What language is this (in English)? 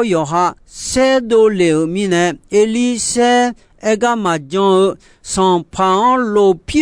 Akha